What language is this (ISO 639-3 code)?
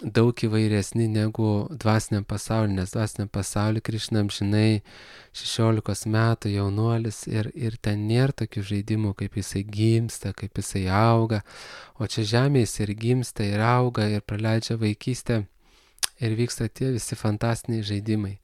lit